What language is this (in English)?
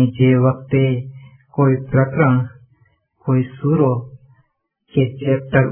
Gujarati